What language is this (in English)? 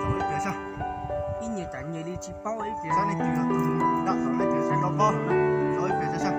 Hmong